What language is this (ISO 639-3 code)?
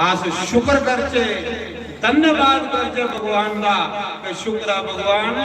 doi